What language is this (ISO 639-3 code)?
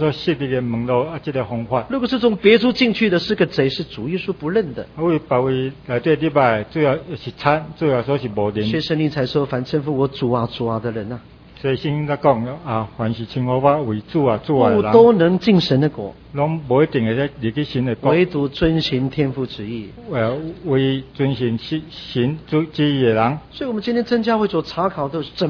zho